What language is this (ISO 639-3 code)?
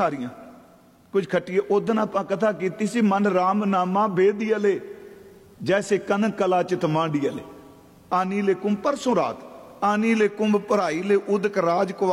pan